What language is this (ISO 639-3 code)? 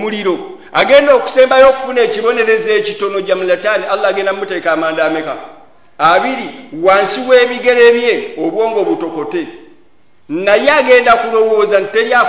lug